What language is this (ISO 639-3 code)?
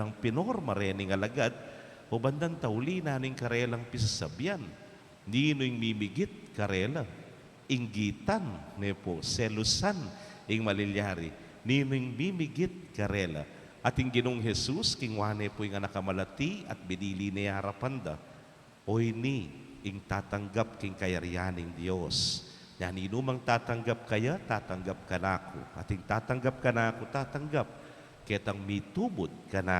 pam